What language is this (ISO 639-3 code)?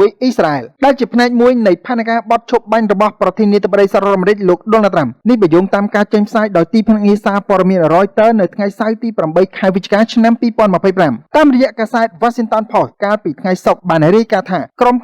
khm